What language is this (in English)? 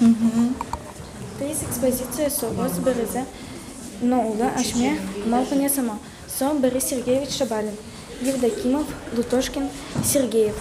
Udmurt